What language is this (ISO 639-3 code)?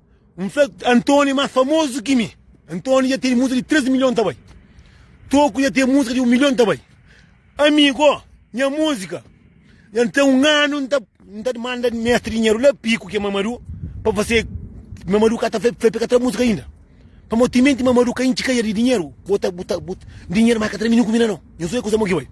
kea